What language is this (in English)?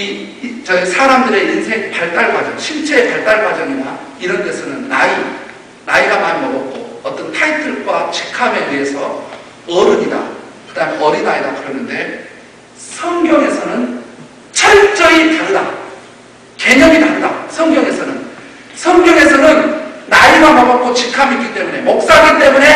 Korean